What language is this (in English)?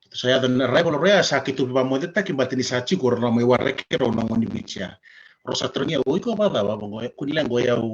Fijian